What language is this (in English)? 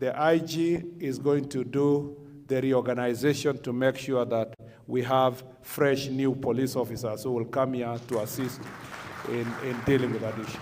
Meru